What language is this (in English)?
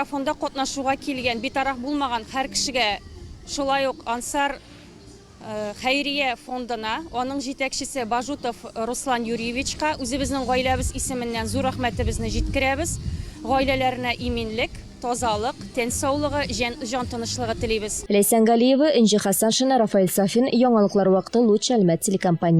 Tatar